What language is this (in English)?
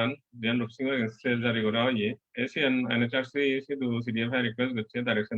Chakma